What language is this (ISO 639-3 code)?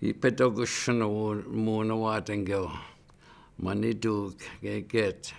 ciw